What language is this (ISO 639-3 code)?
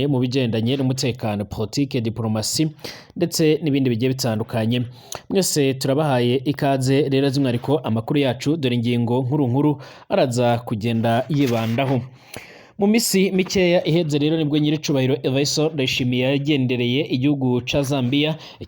run